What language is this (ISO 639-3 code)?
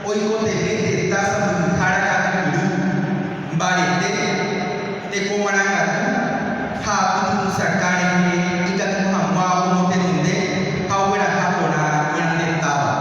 grn